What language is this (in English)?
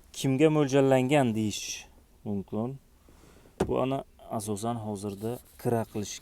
Uzbek